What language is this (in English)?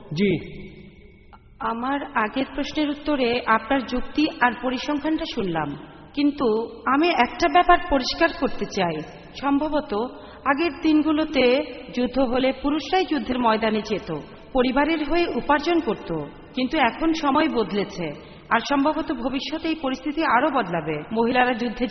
Bangla